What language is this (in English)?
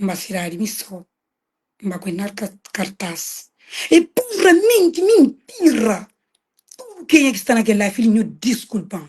Kabuverdianu